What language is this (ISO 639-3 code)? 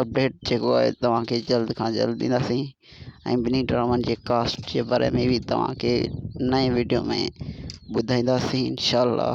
snd